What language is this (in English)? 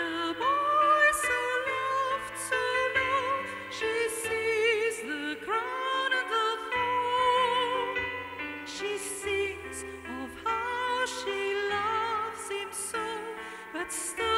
Afrikaans